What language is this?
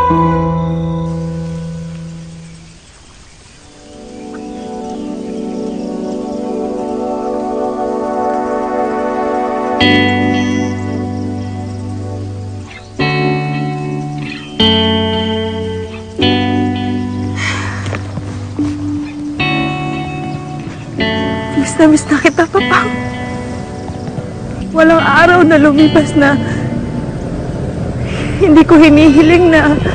Filipino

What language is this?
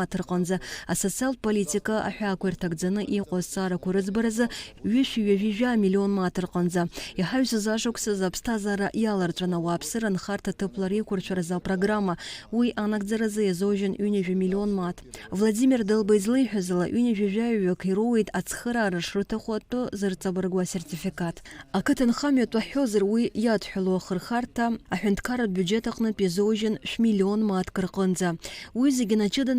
Abkhazian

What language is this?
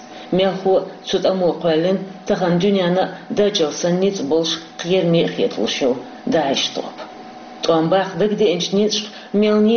Chechen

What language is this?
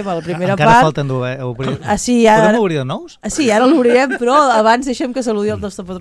Catalan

